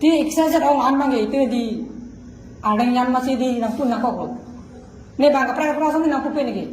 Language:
Karbi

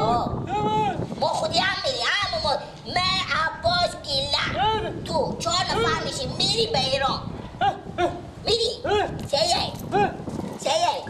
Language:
Persian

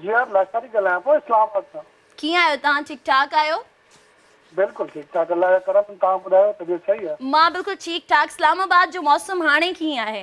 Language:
Sindhi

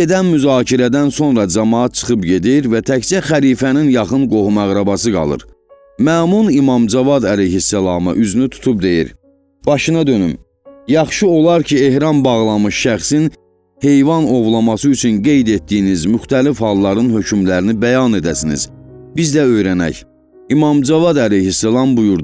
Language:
Azerbaijani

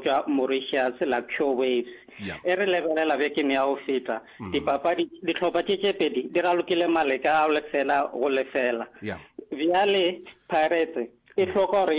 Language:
Northern Sotho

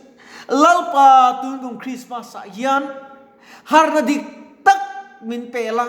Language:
Mizo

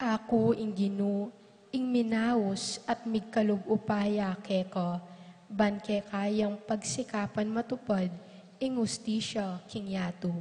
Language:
Pampanga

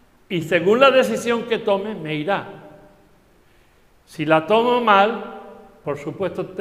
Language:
Spanish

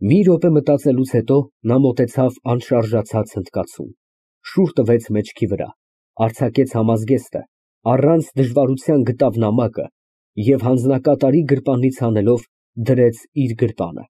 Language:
Armenian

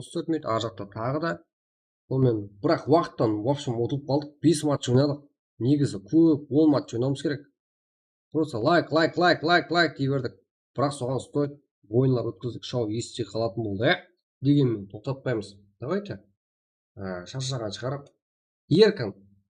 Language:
Kara-Kalpak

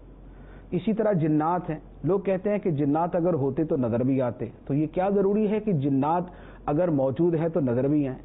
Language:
Urdu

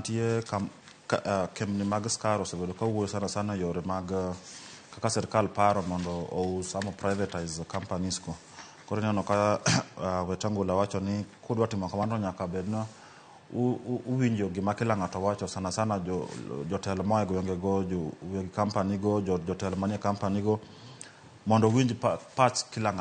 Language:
Luo (Kenya and Tanzania)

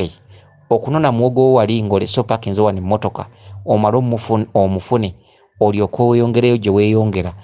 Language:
Ganda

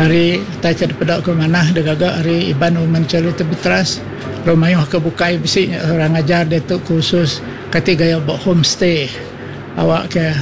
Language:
Iban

